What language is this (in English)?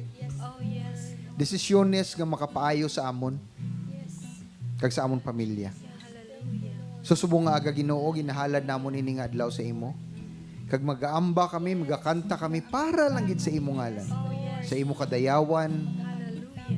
Hiligaynon